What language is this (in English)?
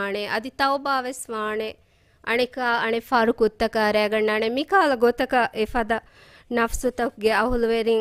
Divehi